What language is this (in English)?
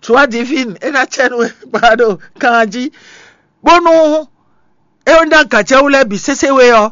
Fon